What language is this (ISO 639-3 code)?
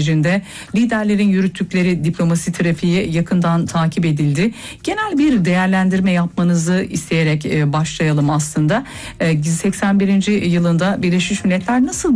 tur